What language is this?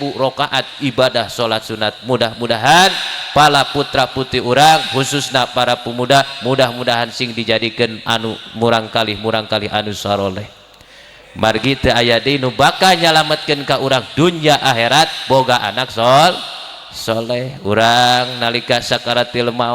Sundanese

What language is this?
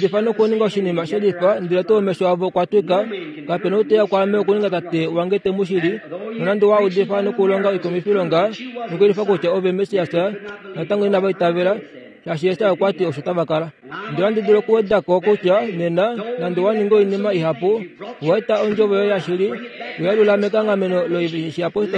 Kuanyama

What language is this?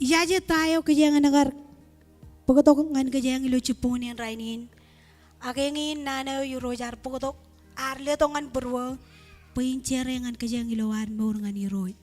Marshallese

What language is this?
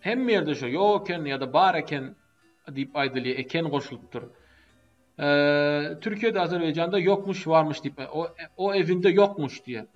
Turkmen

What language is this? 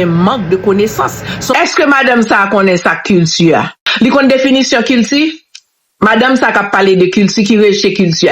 Haitian Creole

